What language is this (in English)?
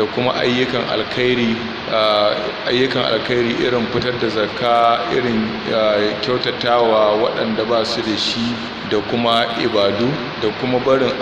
Hausa